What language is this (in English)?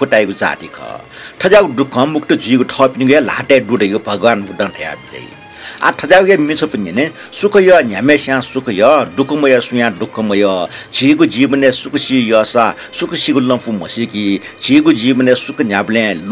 Newari